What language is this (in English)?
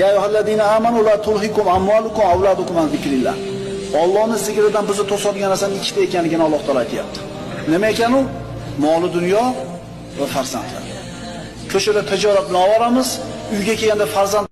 Uzbek